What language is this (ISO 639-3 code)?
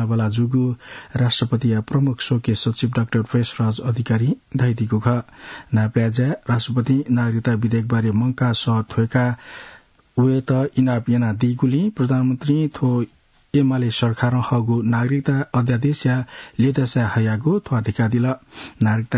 new